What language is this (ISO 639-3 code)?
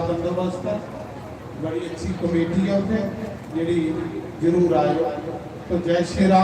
doi